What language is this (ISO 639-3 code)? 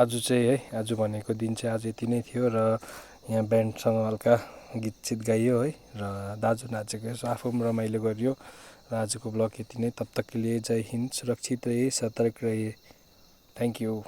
nep